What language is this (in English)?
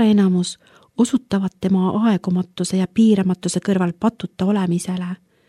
Estonian